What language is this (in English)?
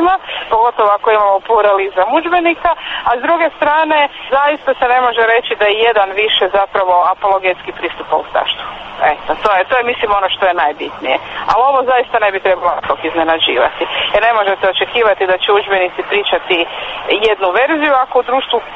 Croatian